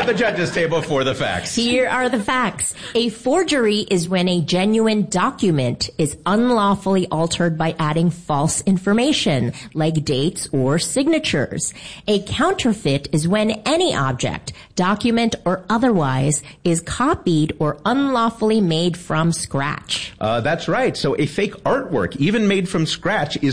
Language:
English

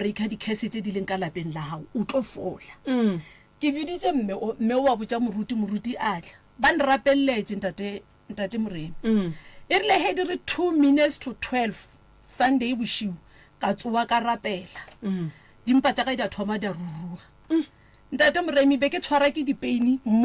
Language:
Northern Sotho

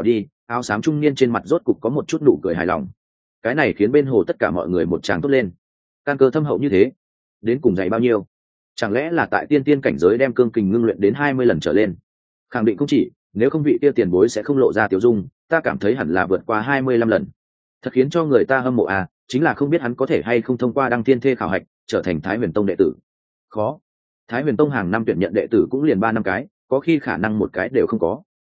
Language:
Vietnamese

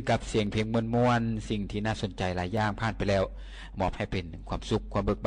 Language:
Lao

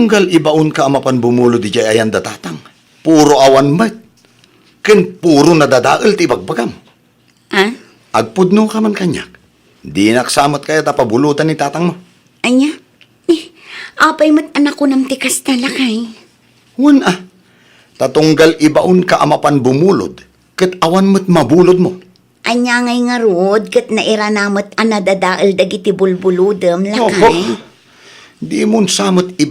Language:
Iloko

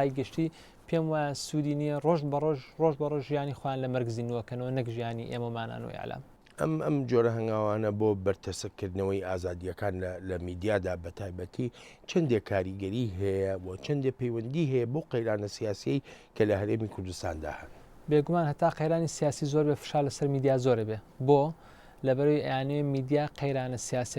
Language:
Central Kurdish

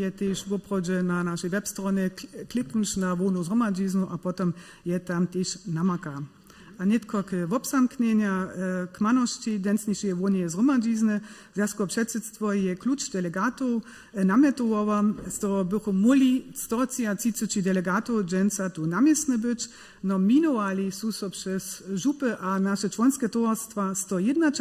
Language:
Upper Sorbian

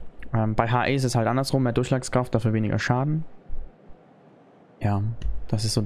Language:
German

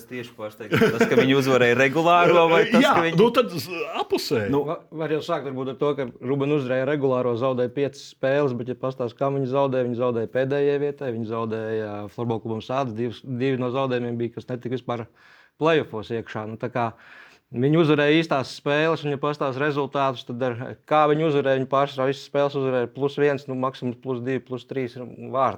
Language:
Latvian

